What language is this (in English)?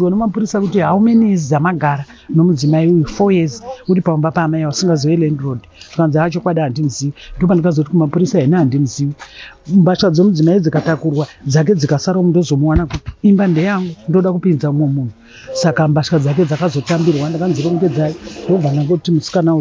Shona